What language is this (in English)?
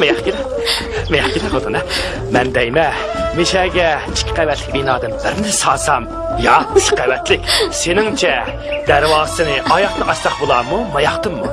Uyghur